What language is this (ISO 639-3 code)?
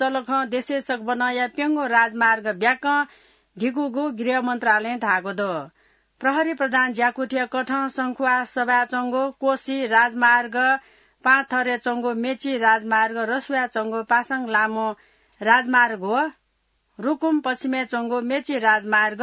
new